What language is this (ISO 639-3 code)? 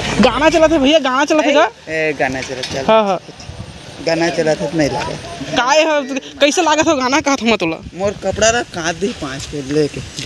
hne